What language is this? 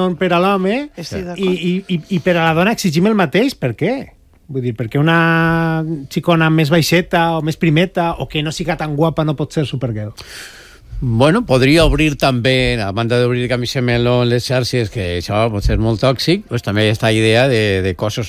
Catalan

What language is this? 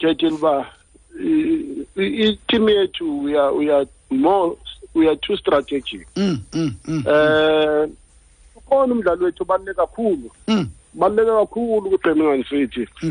Xhosa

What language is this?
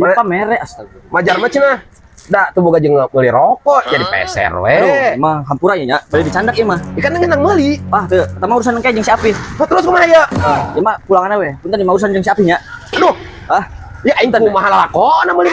Sundanese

